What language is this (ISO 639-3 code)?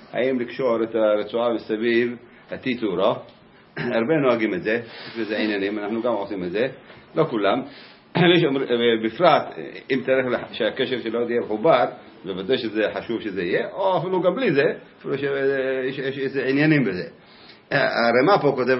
heb